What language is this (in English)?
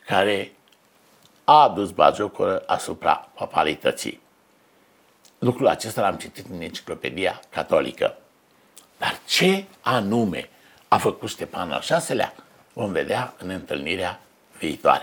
Romanian